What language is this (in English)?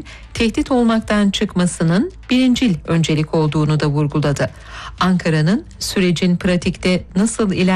Turkish